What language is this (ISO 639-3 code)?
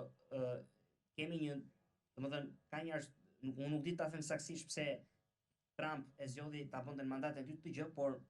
sqi